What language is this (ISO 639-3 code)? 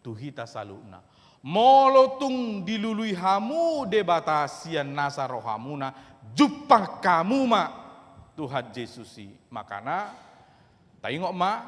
bbc